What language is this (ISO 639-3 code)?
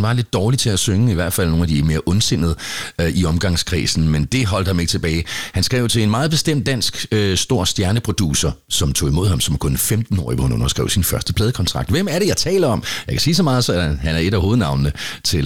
dan